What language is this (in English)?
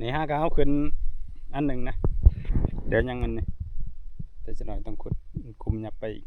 Northeastern Thai